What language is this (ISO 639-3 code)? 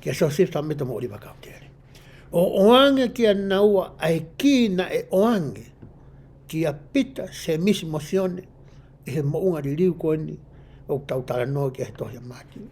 ton